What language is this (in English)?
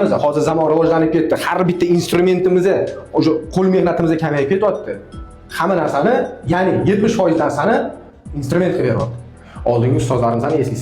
Uzbek